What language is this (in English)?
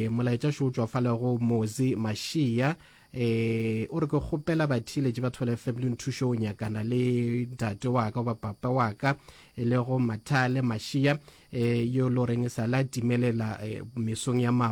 Northern Sotho